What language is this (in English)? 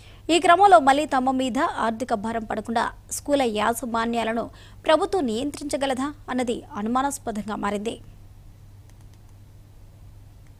Telugu